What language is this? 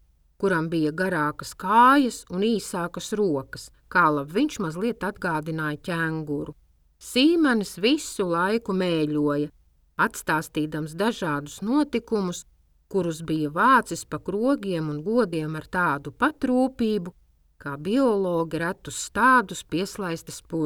Latvian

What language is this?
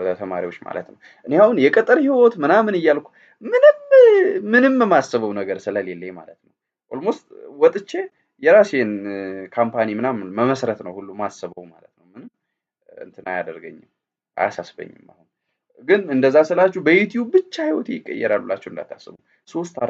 Amharic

